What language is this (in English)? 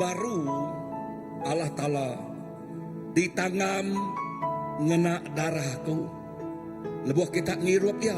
Iban